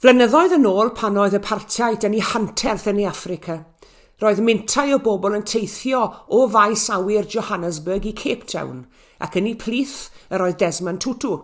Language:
Welsh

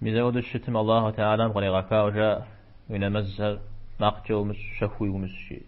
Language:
Kabardian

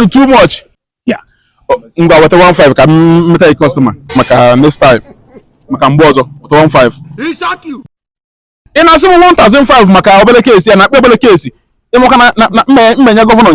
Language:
Igbo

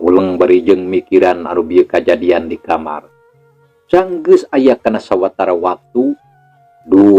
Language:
Sundanese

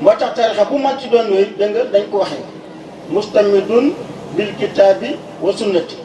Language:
Wolof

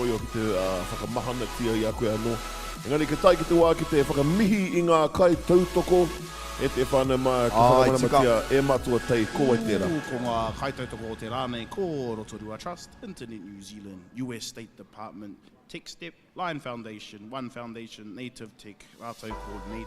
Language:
Māori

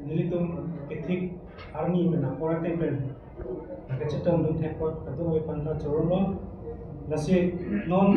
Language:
Karbi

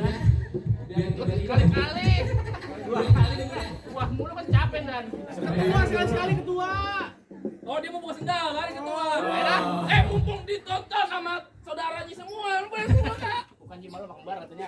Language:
Betawi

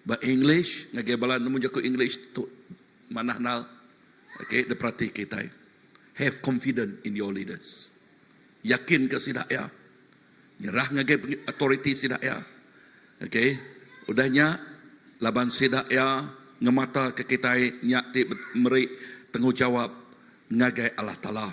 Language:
Iban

